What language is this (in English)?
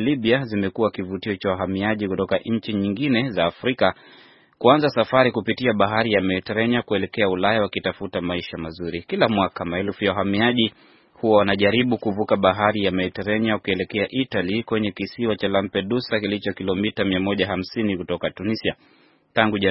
Swahili